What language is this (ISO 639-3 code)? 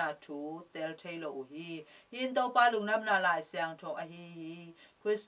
ctd